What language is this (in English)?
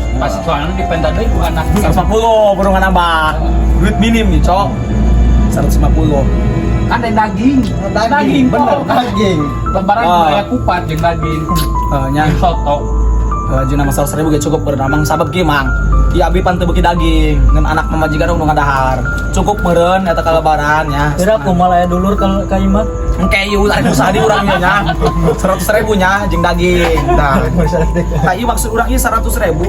Sundanese